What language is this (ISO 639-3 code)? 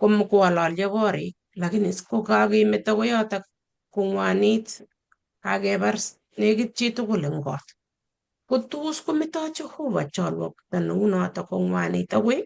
kln